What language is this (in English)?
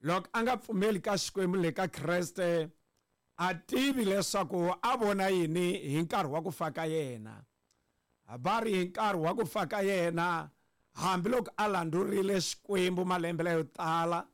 Tsonga